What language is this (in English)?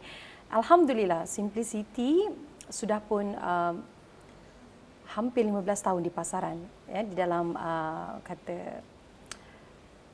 Malay